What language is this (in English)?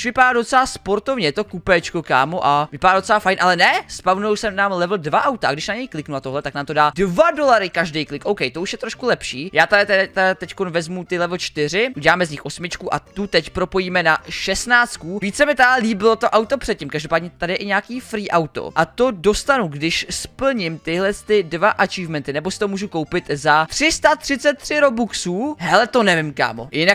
Czech